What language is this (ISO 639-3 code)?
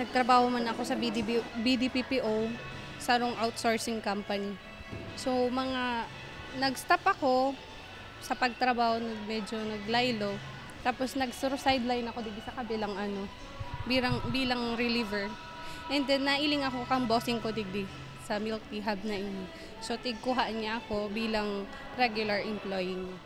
bik